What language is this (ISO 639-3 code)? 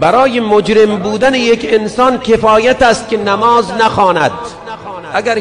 tgk